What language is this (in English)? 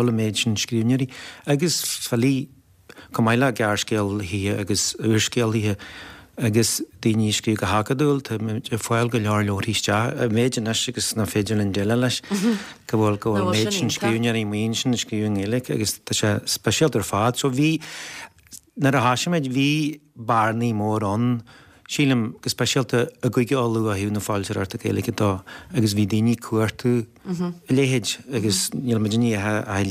Irish